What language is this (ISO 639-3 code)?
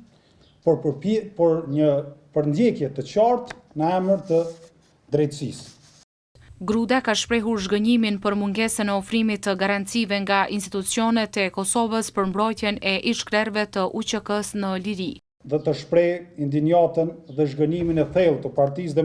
sqi